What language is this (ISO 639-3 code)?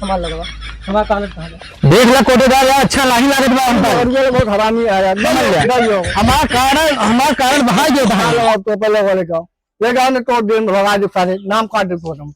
awa